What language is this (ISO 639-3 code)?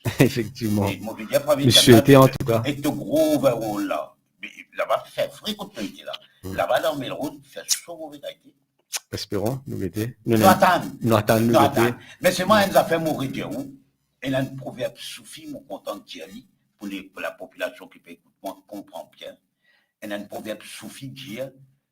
mfe